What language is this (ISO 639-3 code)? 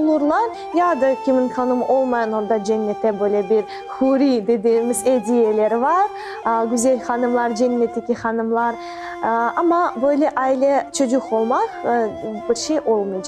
crh